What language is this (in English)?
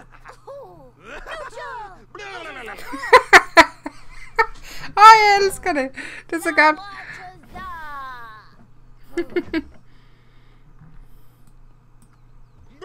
Danish